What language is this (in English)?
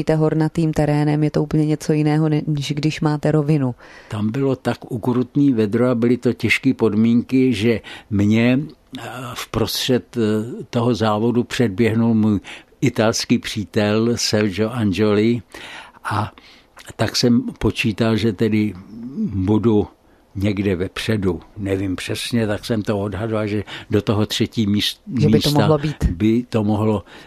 Czech